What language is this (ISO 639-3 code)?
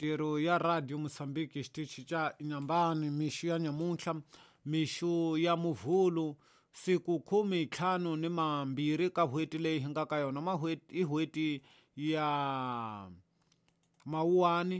tso